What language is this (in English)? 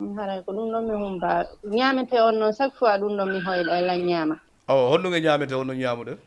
Fula